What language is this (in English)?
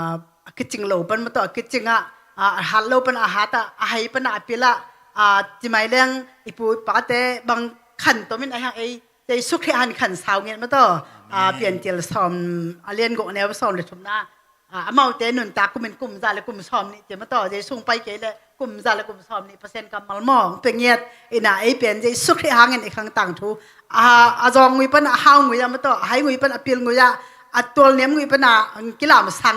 Tedim Chin